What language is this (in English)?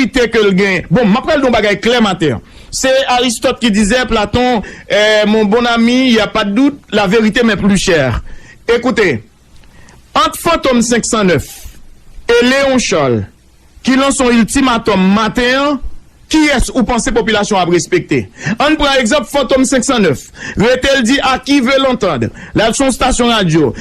Haitian Creole